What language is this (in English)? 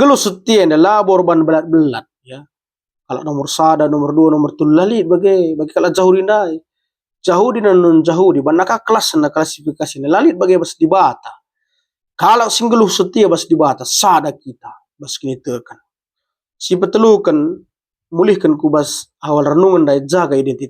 Batak Karo